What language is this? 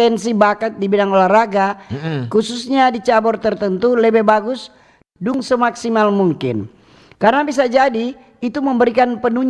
Manado Malay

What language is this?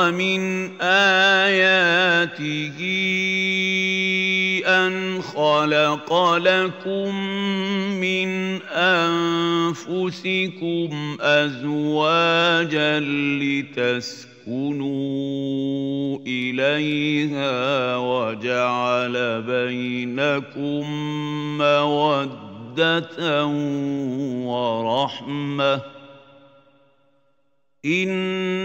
Arabic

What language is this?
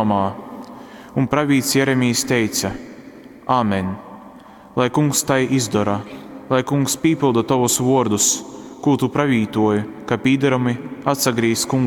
Latgalian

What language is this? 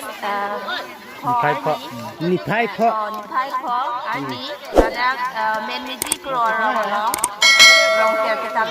Karbi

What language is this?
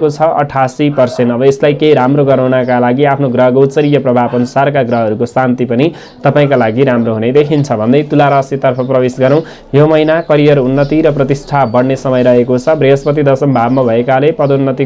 Nepali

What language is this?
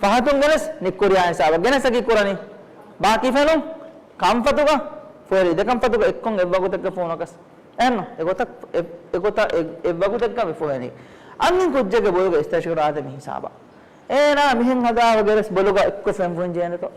Divehi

